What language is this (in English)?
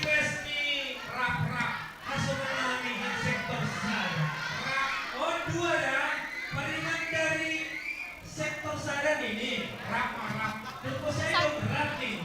Batak Simalungun